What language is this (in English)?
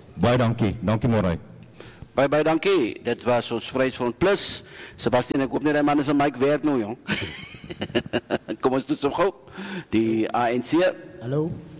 Afrikaans